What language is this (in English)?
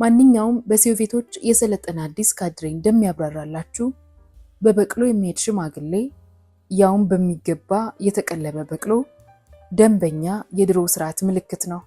Amharic